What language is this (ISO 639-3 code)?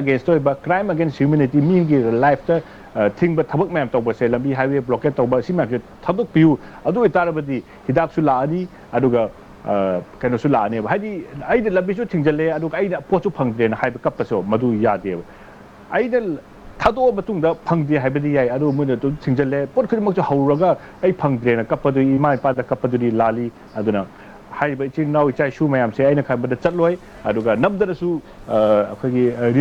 mni